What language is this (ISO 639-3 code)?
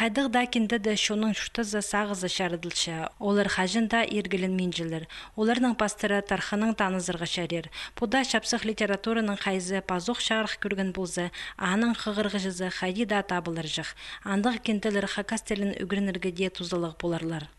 kjh